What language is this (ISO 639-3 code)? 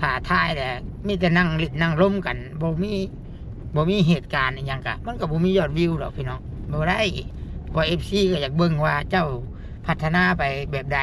tts